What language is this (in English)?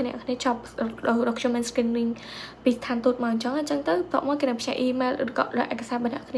Khmer